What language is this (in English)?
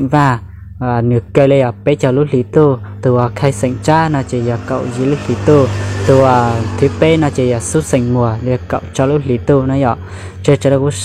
Hmong